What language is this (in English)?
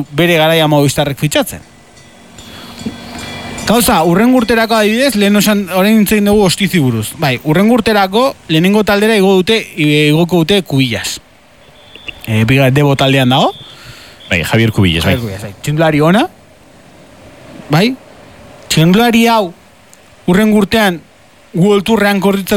Basque